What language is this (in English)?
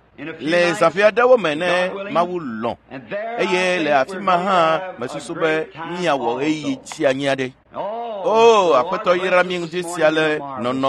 Ewe